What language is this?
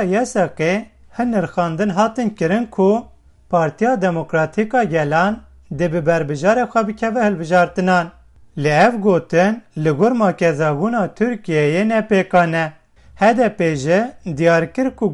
Kurdish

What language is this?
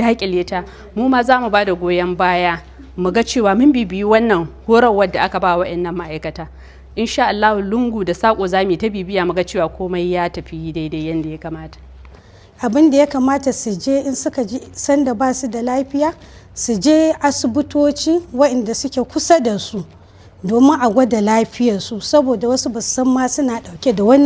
Hausa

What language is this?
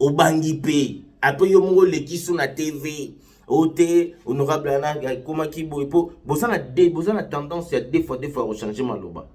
Lingala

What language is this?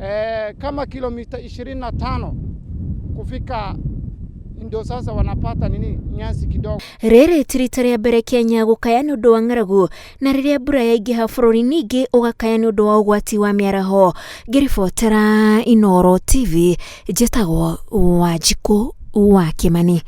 Kikuyu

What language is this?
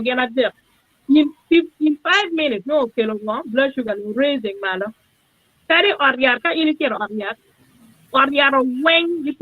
Acoli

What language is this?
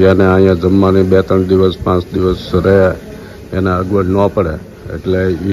Gujarati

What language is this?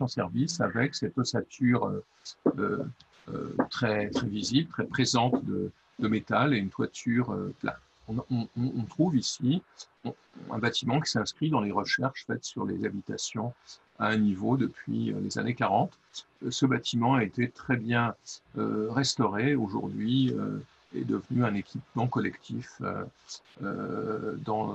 French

